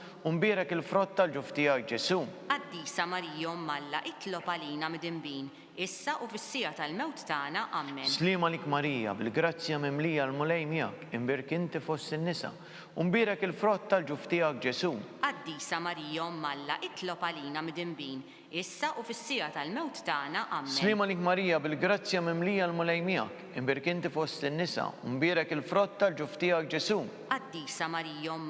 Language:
Maltese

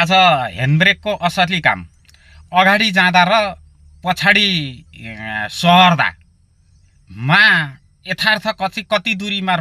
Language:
Nepali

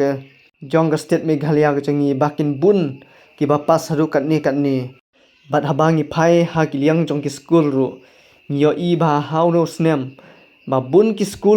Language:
Khasi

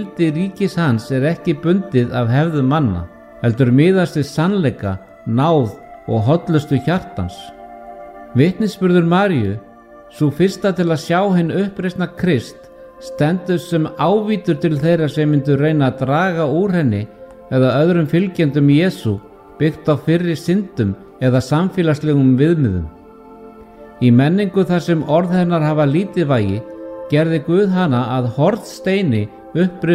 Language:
Icelandic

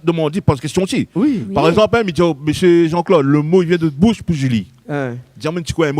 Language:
Réunion Creole French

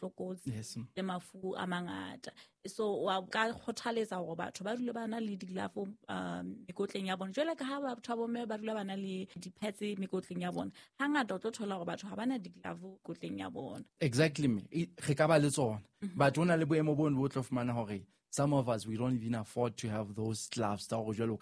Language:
Southern Sotho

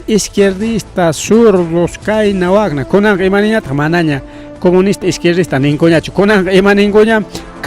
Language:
Ayacucho Quechua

